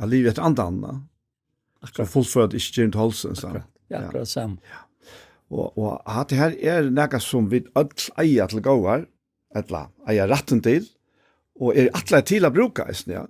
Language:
Faroese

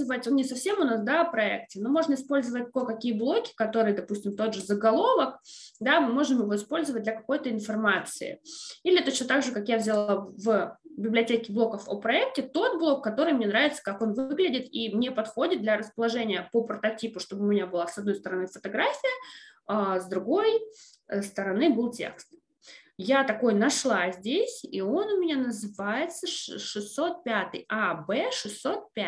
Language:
Russian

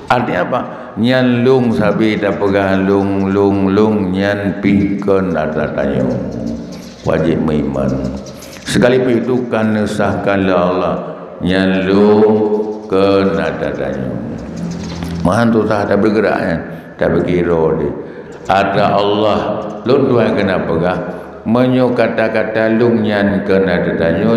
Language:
Achinese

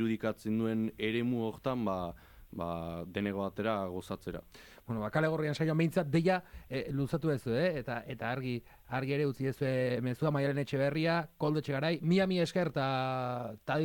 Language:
Basque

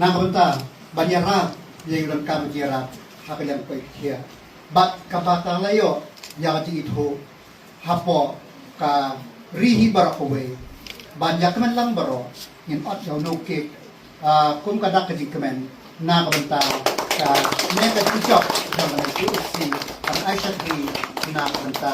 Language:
Khasi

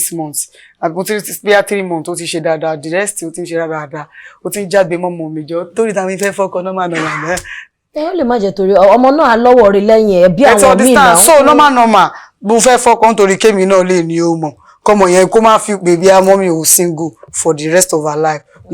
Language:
Yoruba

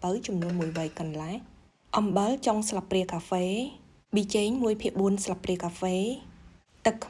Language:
Khmer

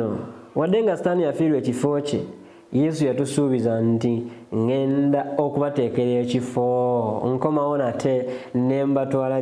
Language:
Ganda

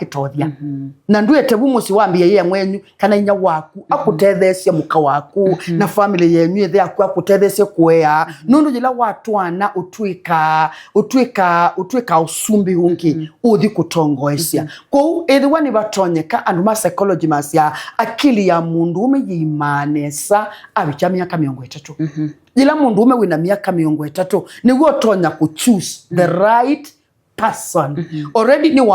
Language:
Kamba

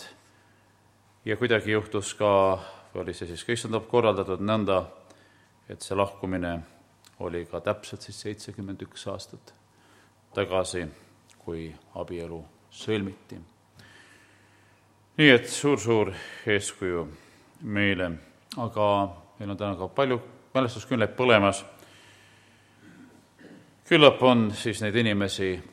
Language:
Estonian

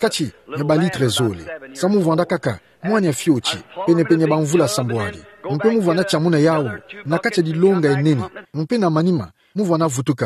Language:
Kituba (Democratic Republic of Congo)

